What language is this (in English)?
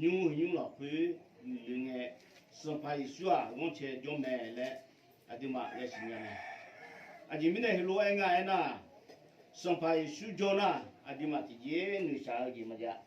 Akha